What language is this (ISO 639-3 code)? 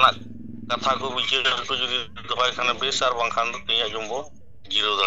sat